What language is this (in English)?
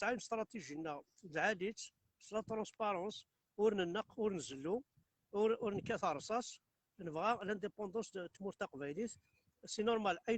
Kabyle